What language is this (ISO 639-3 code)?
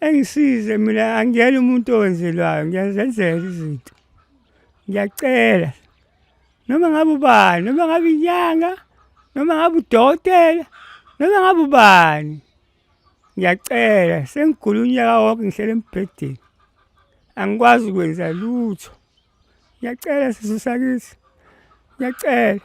zul